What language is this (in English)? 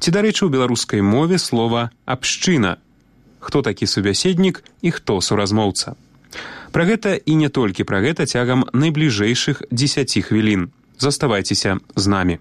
Belarusian